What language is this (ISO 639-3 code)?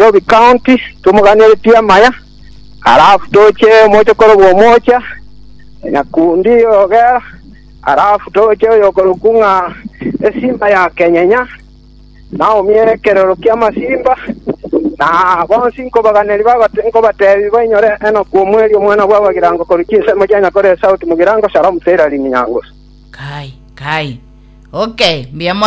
guz